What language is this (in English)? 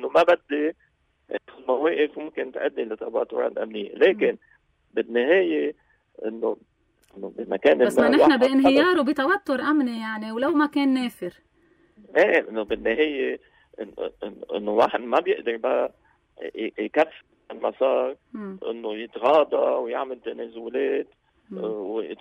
North Levantine Arabic